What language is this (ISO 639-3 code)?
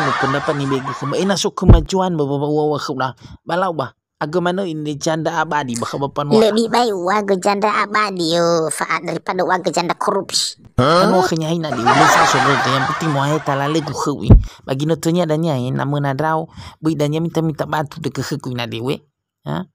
nia